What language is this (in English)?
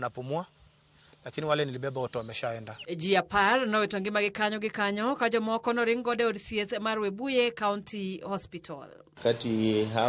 Luo (Kenya and Tanzania)